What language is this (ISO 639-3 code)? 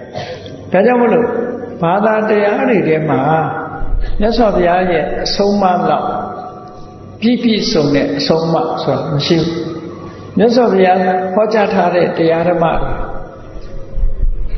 mya